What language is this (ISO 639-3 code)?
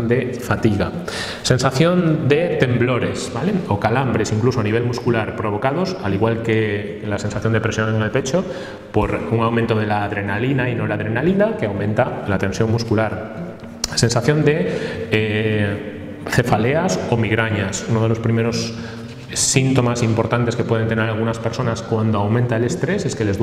spa